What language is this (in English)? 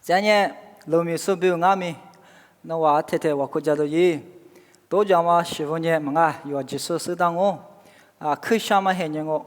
Lisu